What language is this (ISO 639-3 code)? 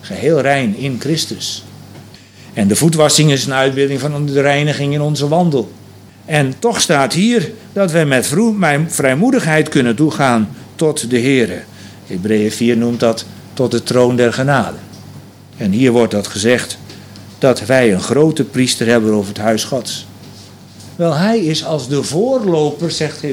nld